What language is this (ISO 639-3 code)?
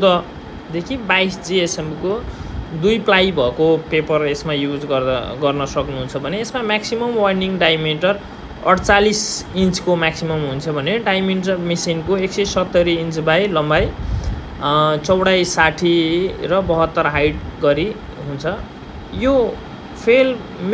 nep